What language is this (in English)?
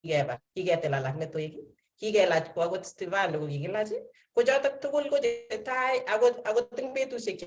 Kalenjin